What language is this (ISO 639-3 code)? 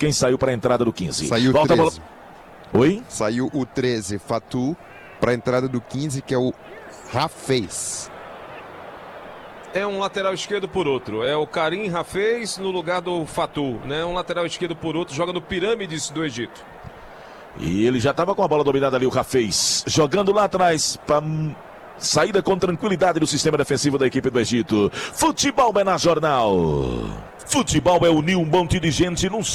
por